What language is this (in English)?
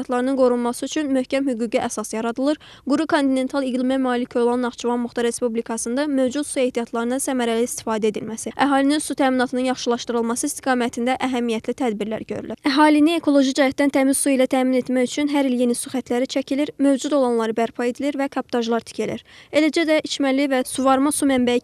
Azerbaijani